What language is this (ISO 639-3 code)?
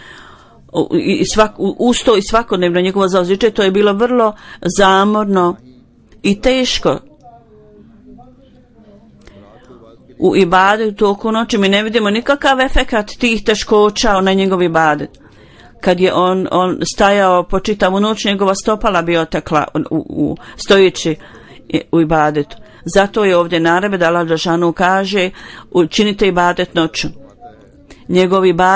bos